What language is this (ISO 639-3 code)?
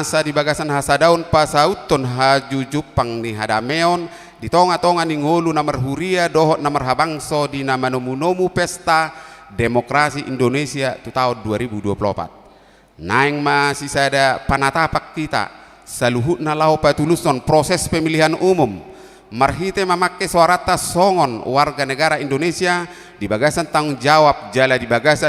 bbc